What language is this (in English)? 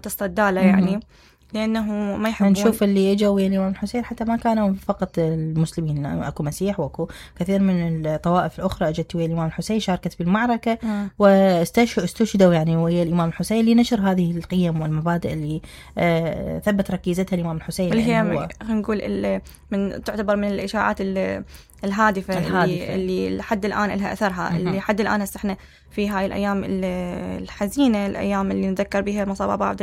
Mesopotamian Arabic